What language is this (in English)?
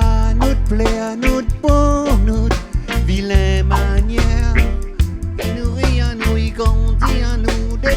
Réunion Creole French